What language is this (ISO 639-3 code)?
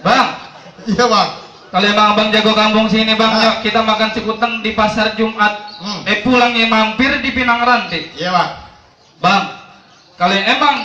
bew